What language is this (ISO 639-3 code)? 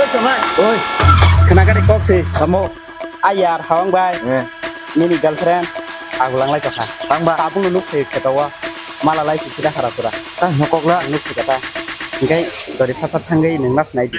trp